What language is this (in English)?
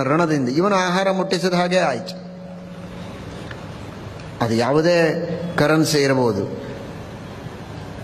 Kannada